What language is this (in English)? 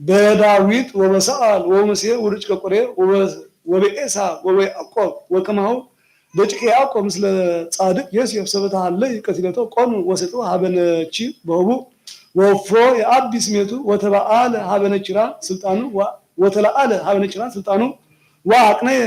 Geez